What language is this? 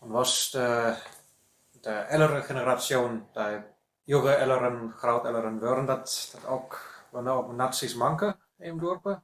Westphalien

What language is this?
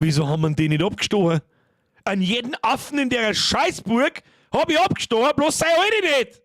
Bavarian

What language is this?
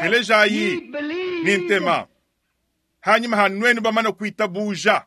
Luba-Lulua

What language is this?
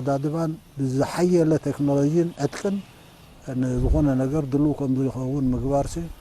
Tigrinya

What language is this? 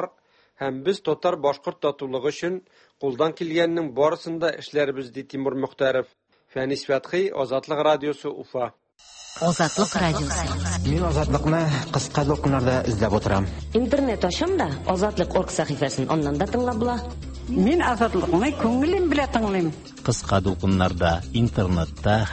Tatar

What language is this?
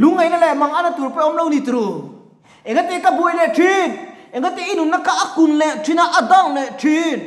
Mizo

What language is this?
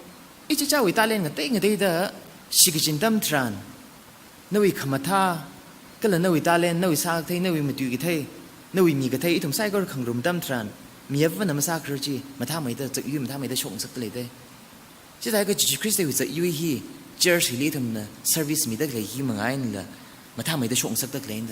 Tangkhul Naga (India)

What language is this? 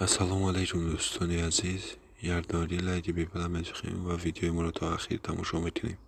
Tajik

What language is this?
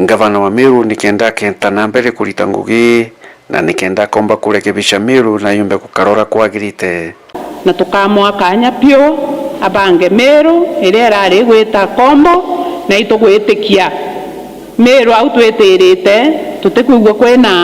Meru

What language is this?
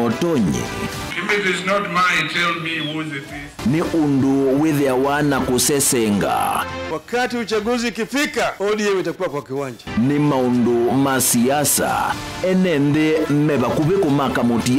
Kamba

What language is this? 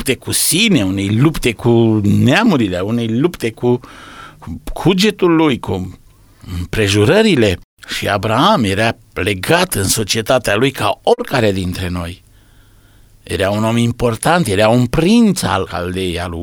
Romanian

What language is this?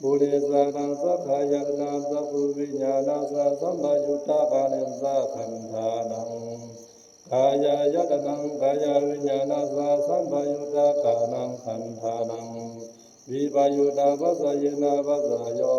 Pali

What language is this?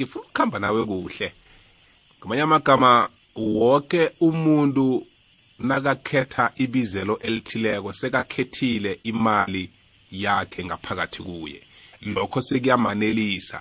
South Ndebele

